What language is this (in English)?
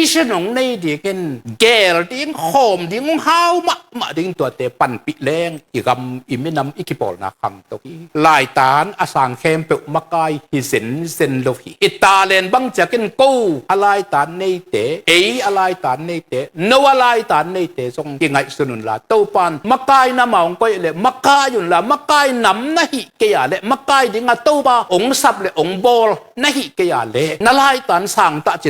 Tedim Chin